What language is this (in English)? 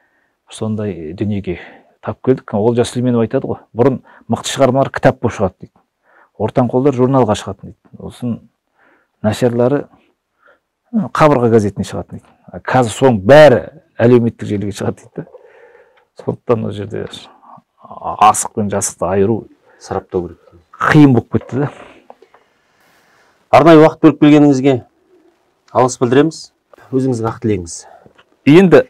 Kazakh